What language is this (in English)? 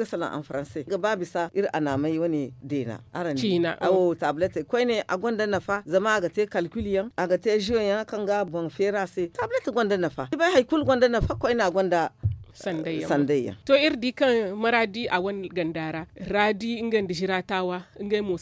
Zarma